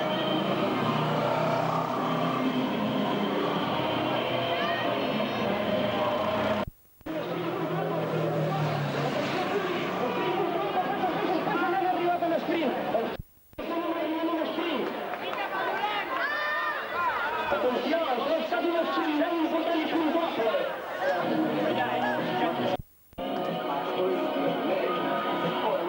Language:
Catalan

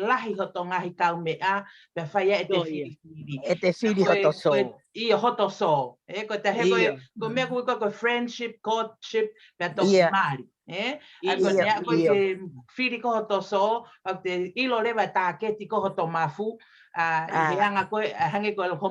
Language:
Tongan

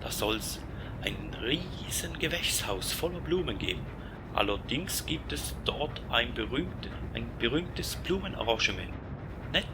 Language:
Swiss German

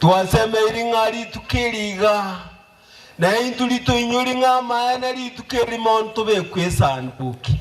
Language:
Gusii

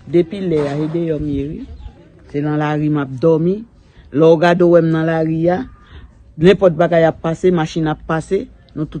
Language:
Haitian Creole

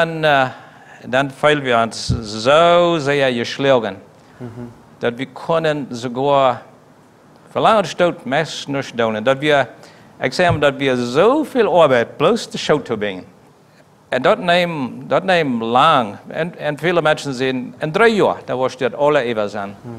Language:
Plautdietsch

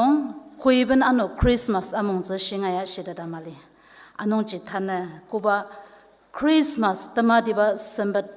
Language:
Ao Naga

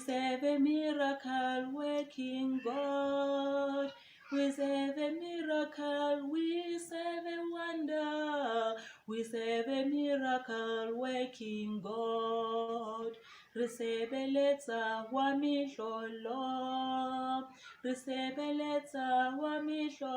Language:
Southern Sotho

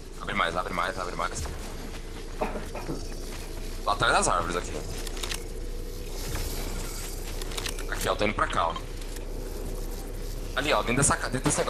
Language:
Portuguese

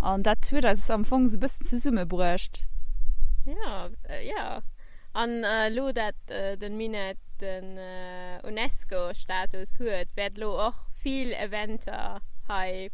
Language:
Luxembourgish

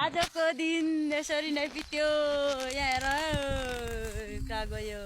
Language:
Nepali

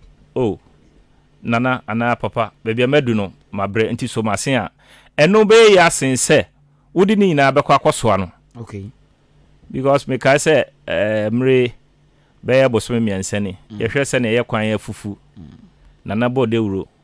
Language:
Akan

